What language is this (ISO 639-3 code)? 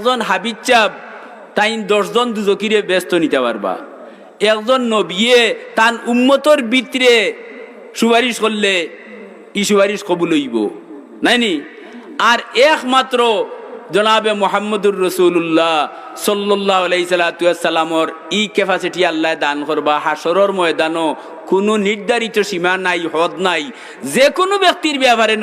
syl